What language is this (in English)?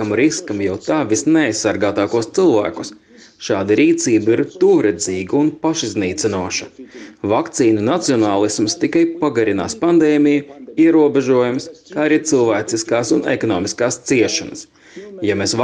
Latvian